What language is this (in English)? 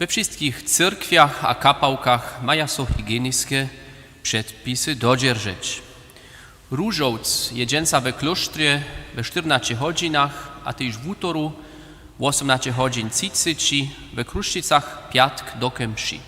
Upper Sorbian